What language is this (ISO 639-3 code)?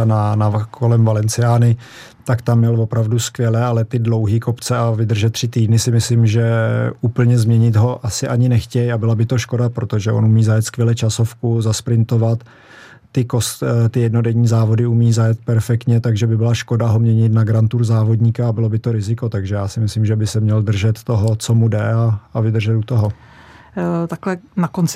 ces